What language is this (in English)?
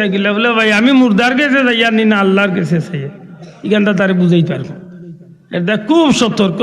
Sylheti